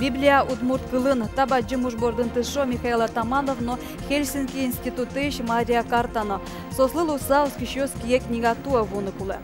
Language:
Udmurt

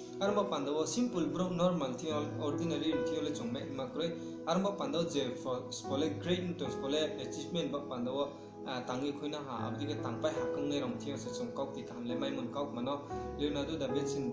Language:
Riang (India)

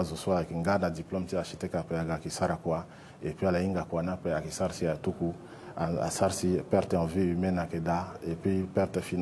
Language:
Sango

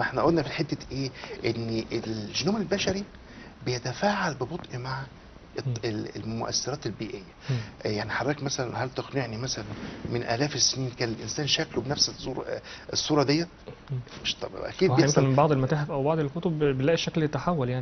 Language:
Egyptian Arabic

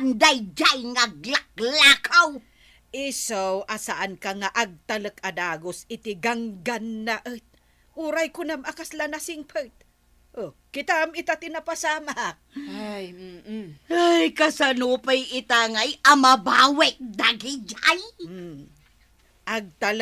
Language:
Iloko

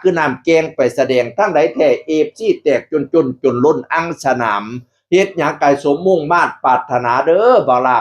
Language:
Northeastern Thai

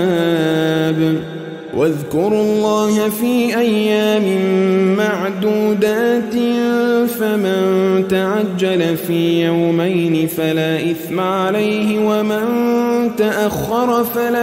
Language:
Arabic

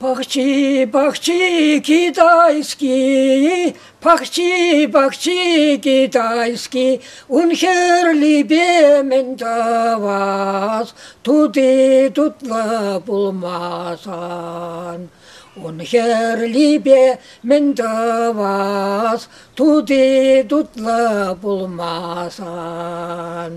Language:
Chuvash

